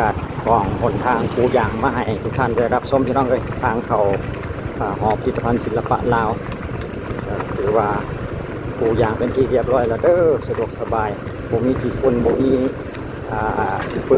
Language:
Lao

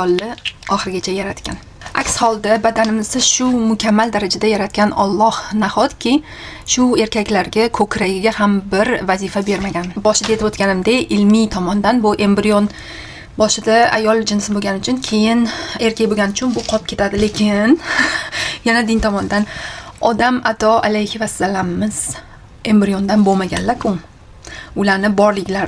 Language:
Uzbek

